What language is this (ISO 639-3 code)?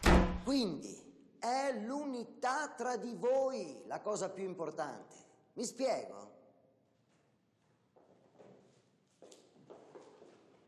ita